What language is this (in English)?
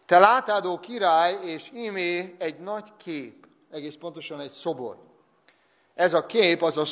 Hungarian